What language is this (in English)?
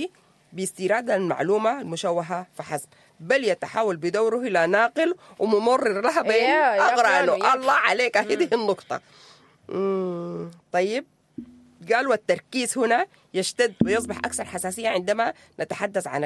Sudanese Arabic